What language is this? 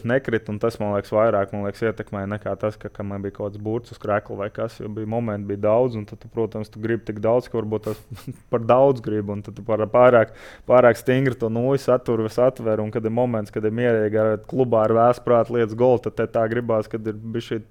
Latvian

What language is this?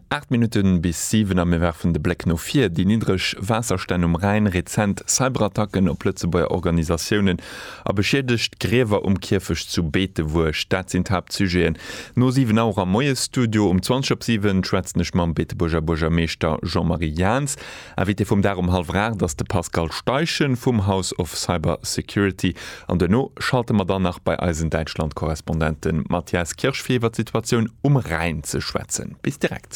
Luxembourgish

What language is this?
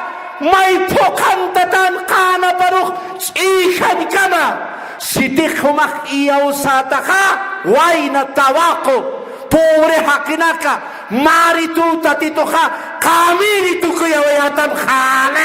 Aymara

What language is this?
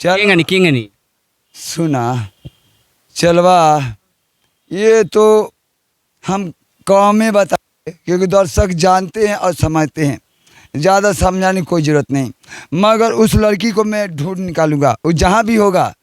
Bhojpuri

